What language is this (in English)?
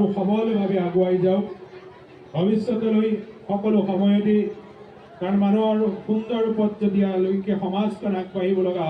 Assamese